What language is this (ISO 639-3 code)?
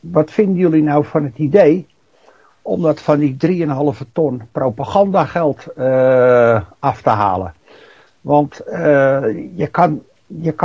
nld